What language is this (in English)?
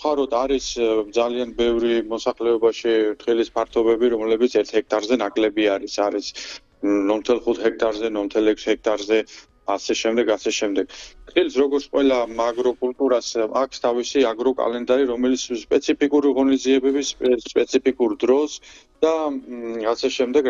Georgian